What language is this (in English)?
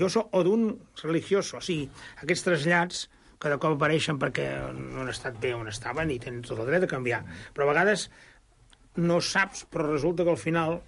Catalan